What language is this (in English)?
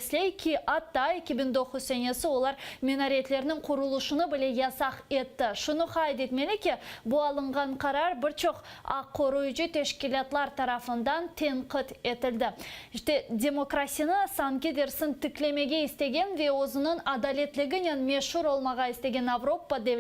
Crimean Tatar